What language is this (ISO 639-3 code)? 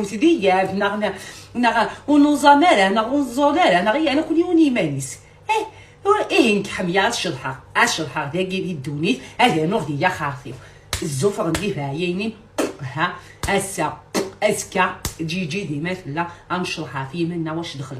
kab